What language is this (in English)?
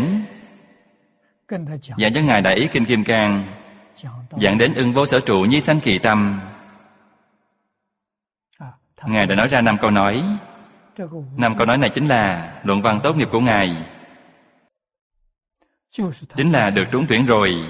Vietnamese